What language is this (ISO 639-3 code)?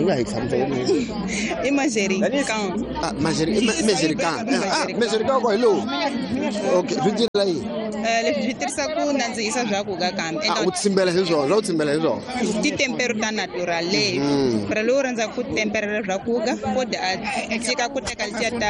tso